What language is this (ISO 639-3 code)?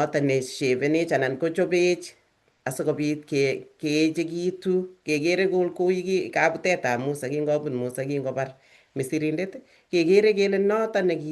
kln